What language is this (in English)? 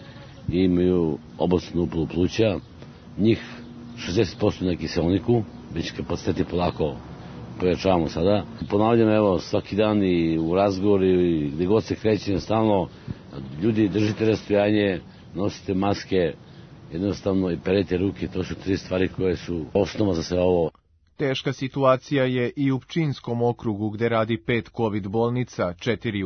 Serbian